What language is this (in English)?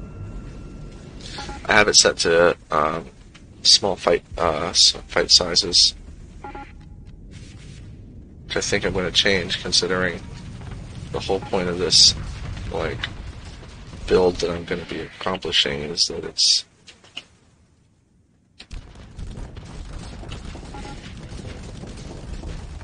English